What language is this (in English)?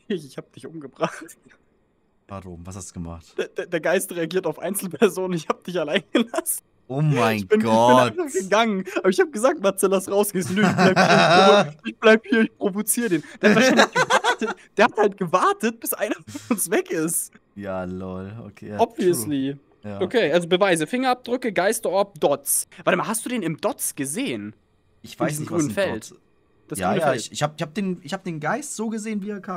German